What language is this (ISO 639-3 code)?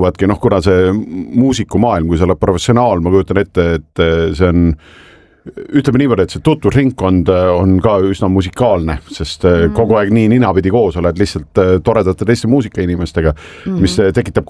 est